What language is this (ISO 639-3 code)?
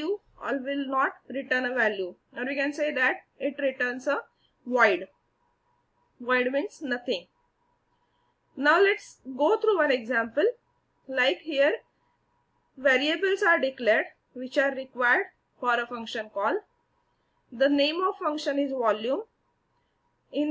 eng